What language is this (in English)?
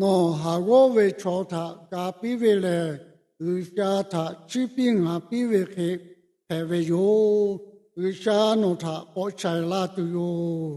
Lahu